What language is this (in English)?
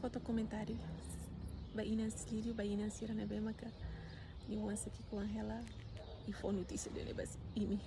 Tetum